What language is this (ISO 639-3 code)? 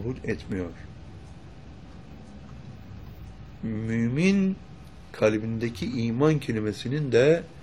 tur